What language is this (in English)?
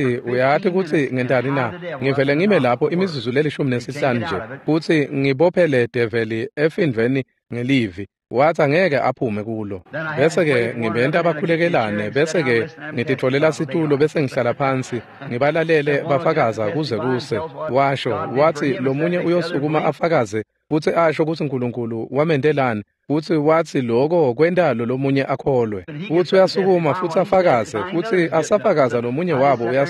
Swati